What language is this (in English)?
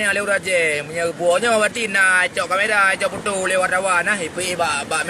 Achinese